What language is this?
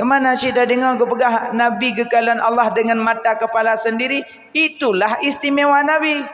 Achinese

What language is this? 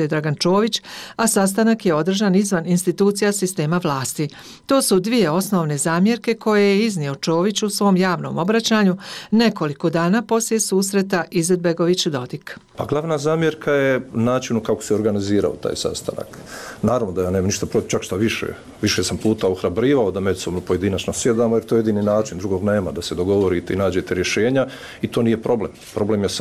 Bosnian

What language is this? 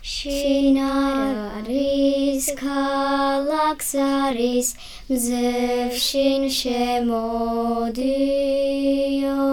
Georgian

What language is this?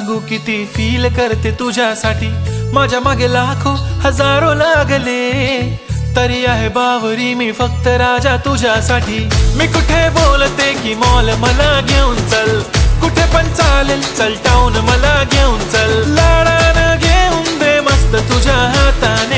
Marathi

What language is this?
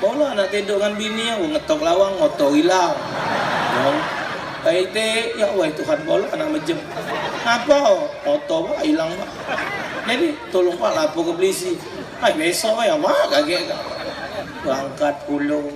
Musi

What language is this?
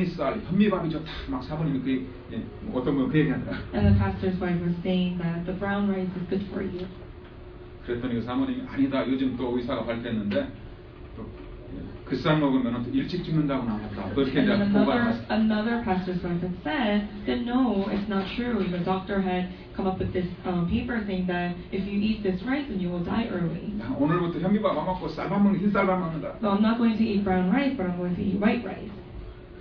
Korean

